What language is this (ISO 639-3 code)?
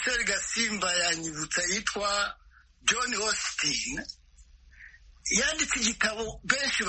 kin